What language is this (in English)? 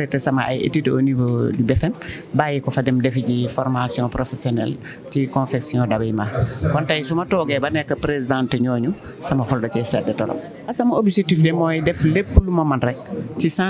Wolof